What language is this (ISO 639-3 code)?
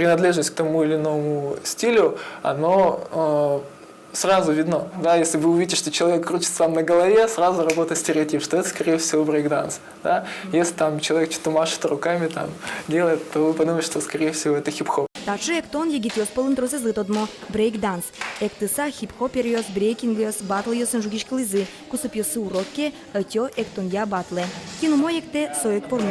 udm